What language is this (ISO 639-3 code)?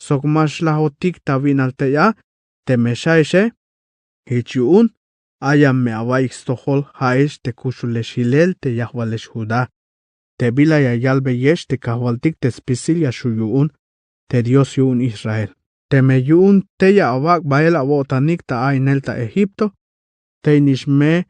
tzh